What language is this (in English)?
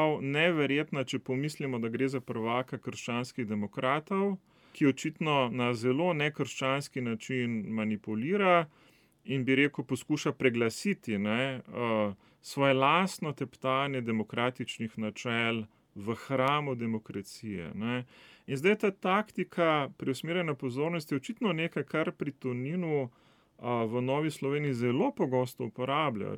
Slovenian